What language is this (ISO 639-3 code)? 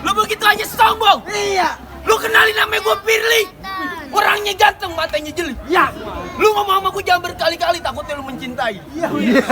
bew